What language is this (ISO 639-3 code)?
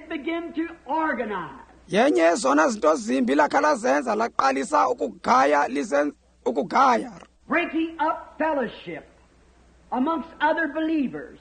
xho